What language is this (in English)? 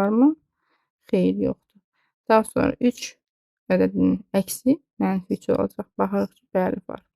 Azerbaijani